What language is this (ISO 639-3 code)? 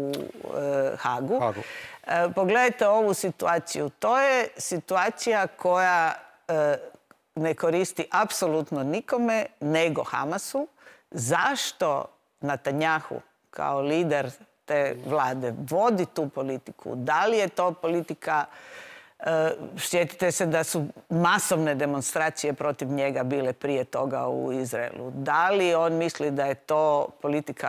hrv